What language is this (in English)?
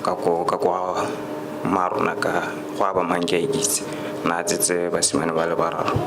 Tswana